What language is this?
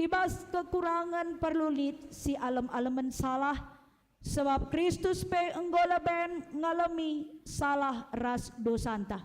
Batak Karo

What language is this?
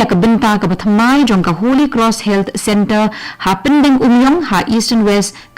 Khasi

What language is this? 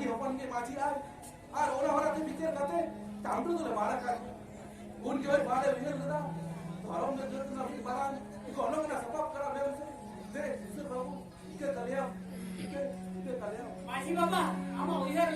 Santali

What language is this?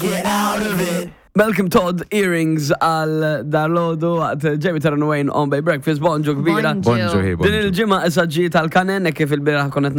Maltese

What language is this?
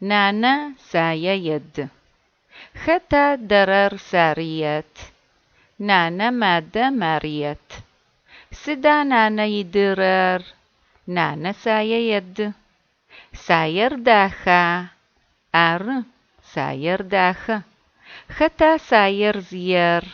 Adyghe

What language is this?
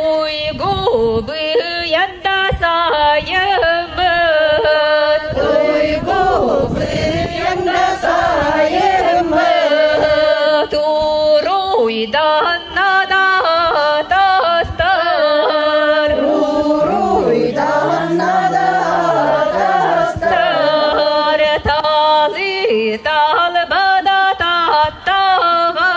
Yakut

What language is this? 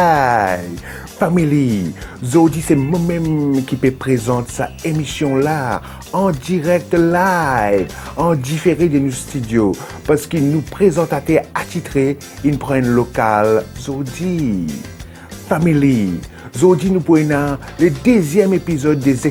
Morisyen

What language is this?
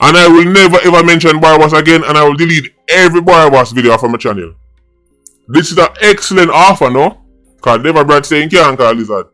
Jamaican Creole English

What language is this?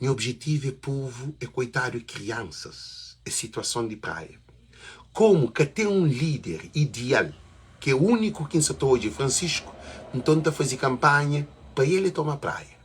Kabuverdianu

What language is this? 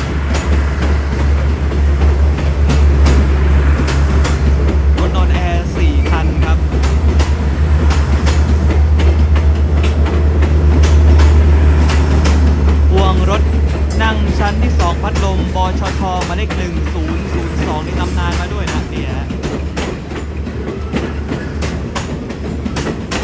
Thai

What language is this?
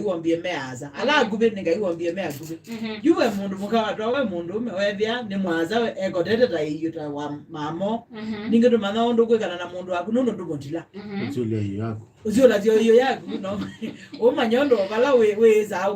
Kamba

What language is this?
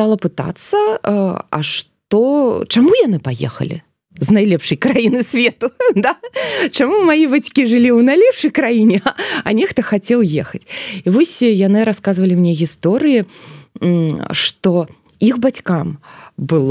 Belarusian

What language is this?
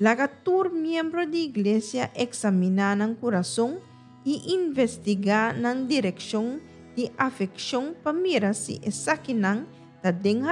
Papiamento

